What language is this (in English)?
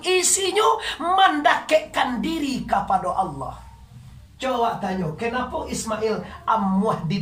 Minangkabau